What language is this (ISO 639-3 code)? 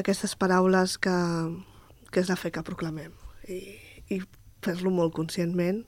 cat